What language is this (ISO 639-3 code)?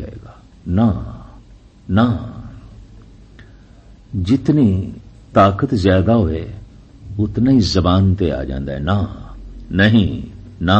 pan